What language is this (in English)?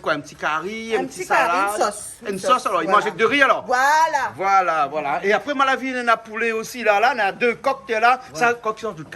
Réunion Creole French